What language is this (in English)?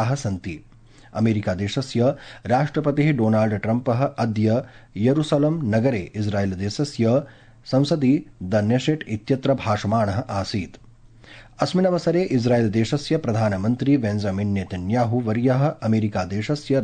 Sanskrit